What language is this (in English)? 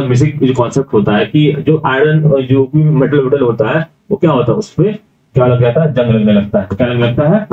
Hindi